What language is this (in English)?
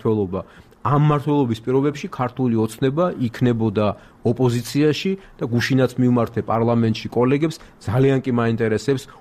Georgian